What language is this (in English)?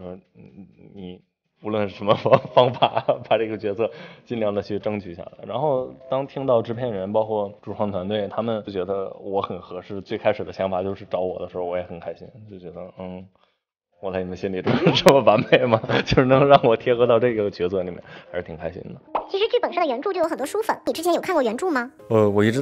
Chinese